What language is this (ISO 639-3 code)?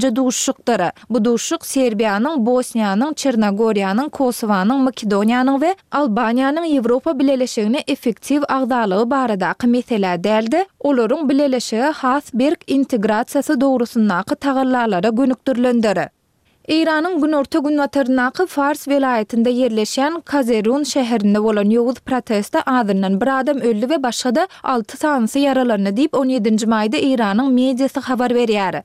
tuk